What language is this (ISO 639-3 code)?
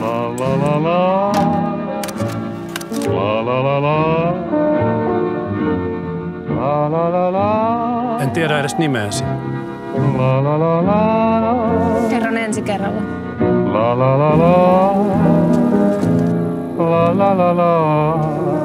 fin